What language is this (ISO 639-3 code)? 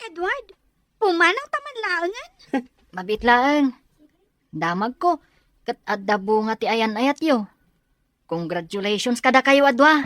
ilo